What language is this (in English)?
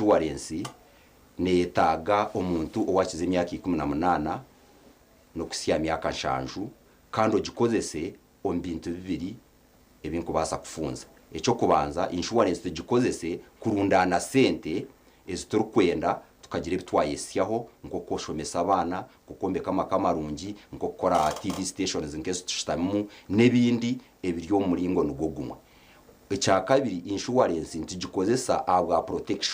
Nyankole